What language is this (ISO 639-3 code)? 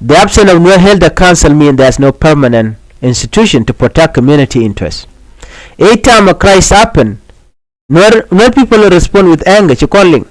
nus